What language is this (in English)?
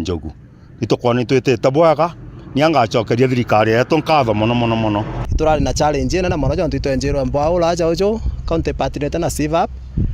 Meru